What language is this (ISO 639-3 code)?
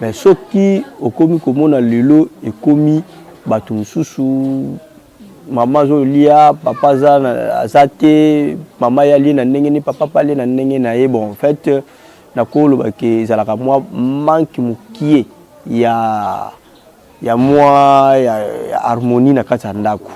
lin